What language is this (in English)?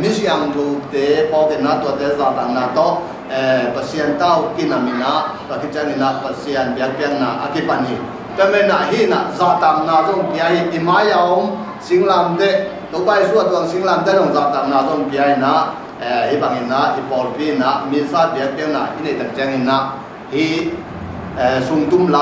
Tedim Chin